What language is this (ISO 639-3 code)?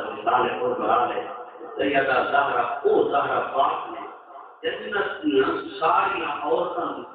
skr